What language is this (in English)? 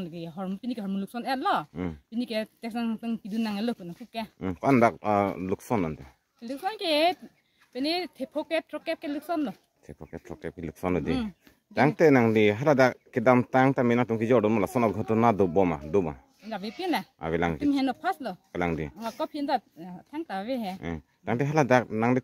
Karbi